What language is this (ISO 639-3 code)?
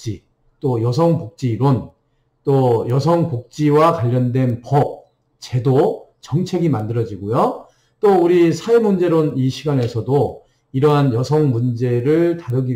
kor